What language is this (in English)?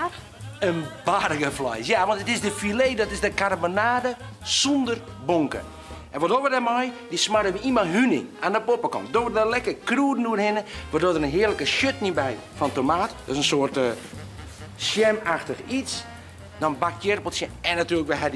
Western Frisian